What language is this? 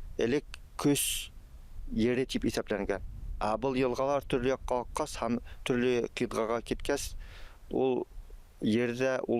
Bashkir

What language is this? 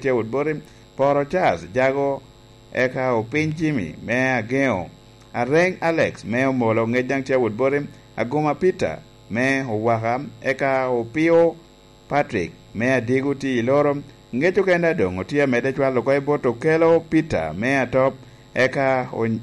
Lango (Uganda)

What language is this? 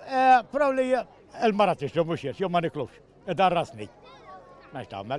Maltese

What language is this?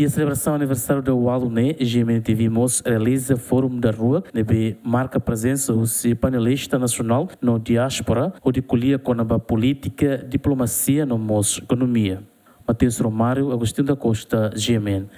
Tetum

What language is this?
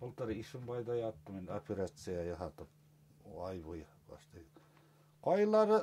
Bashkir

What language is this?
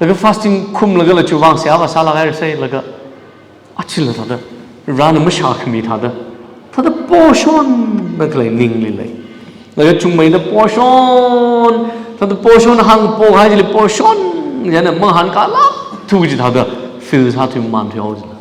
Tangkhul Naga (India)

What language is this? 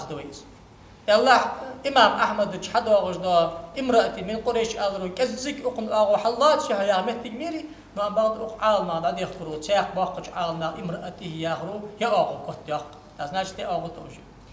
Ingush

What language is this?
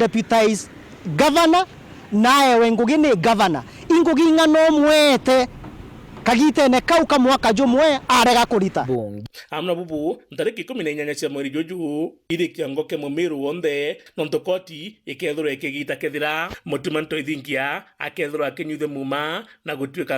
Meru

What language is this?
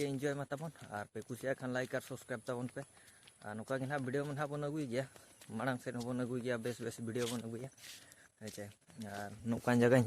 Santali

